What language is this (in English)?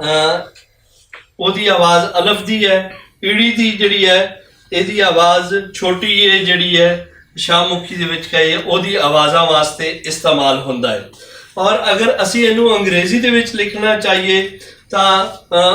Western Panjabi